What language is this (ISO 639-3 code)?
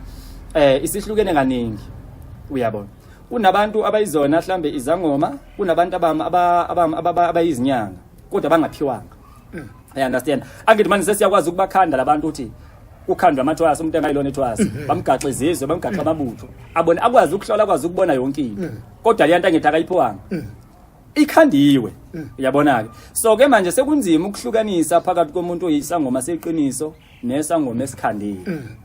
zul